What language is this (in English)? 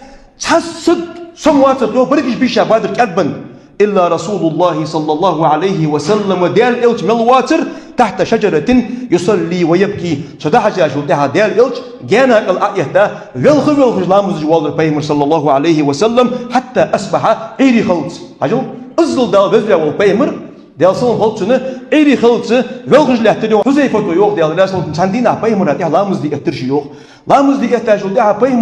Ingush